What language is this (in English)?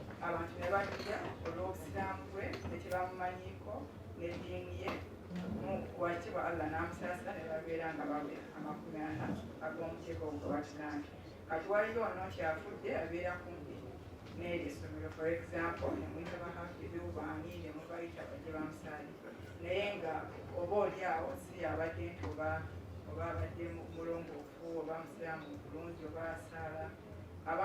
Ganda